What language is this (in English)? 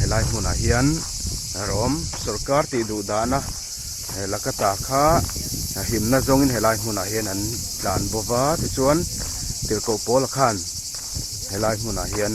Mizo